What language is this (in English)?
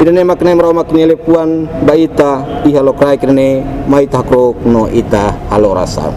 Tetum